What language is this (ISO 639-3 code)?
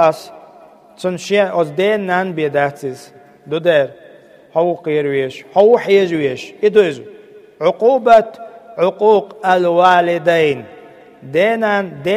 che